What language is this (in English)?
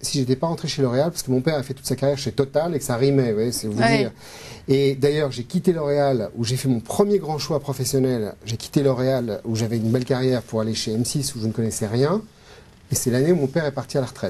French